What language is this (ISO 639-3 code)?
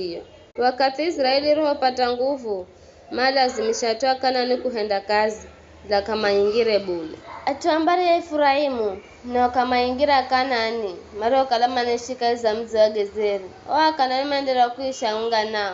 nyf